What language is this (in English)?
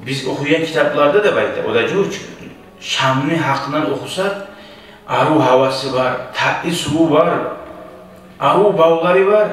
Kumyk